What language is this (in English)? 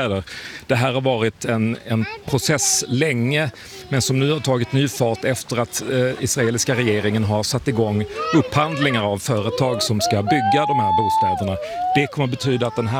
Swedish